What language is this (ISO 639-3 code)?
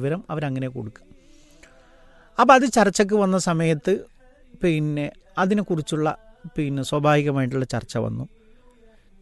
mal